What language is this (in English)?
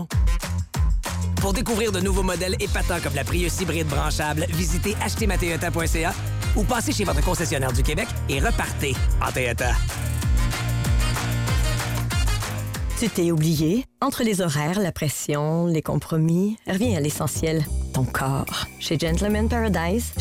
French